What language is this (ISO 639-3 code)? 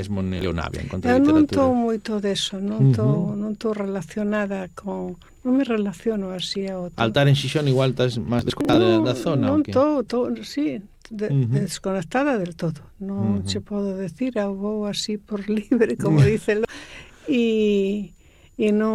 glg